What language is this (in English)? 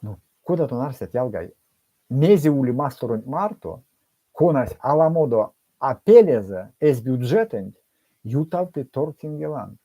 Erzya